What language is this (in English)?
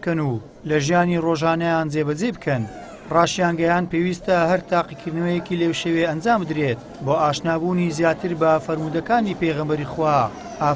Central Kurdish